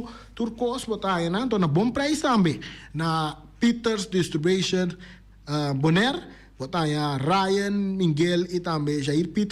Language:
Papiamento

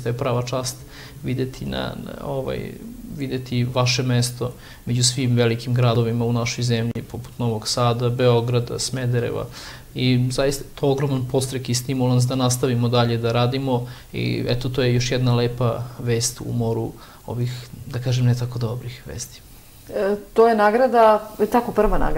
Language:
Serbian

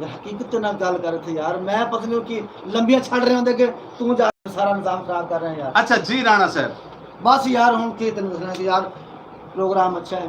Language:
Saraiki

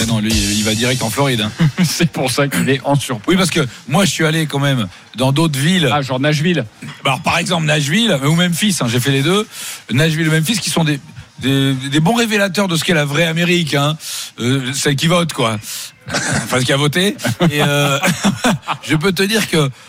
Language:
French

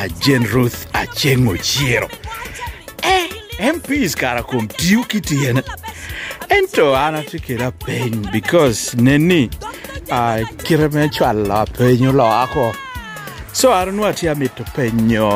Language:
Lango (Uganda)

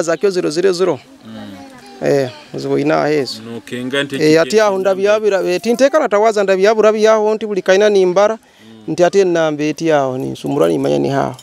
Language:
Nyoro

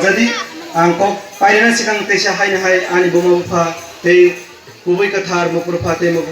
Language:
Kok Borok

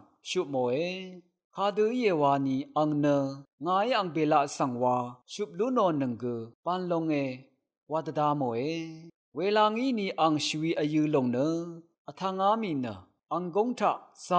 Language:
Rawang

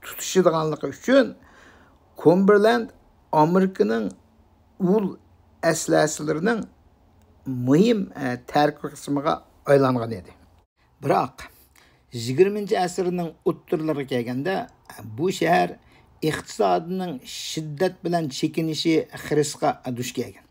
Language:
Uyghur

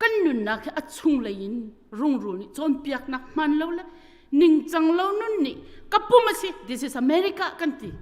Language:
Hakha Chin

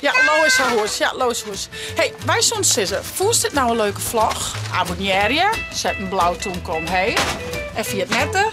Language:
Western Frisian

